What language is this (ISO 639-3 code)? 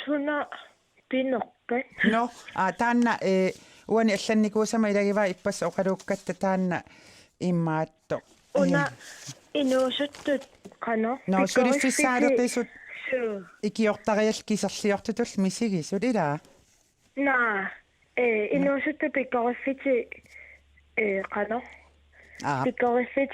kal